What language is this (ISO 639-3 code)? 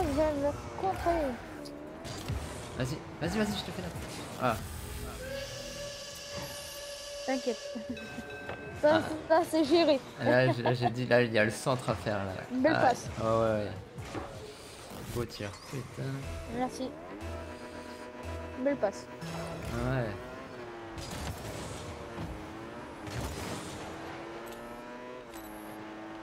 fra